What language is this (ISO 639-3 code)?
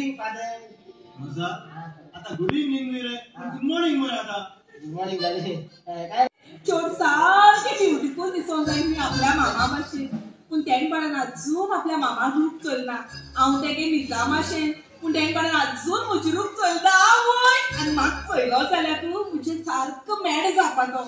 kok